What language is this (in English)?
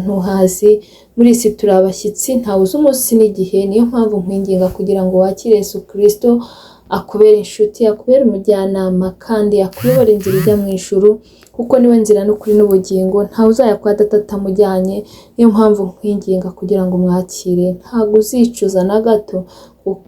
Kinyarwanda